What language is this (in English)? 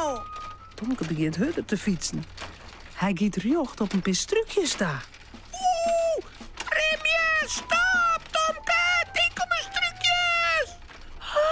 Western Frisian